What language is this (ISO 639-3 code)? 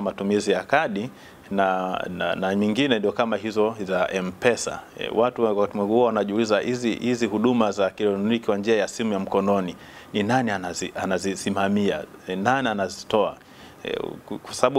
swa